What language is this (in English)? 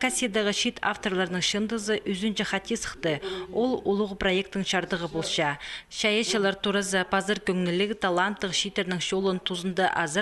Khakas